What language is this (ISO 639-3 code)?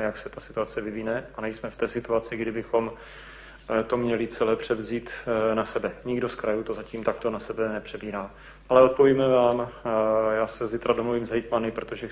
ces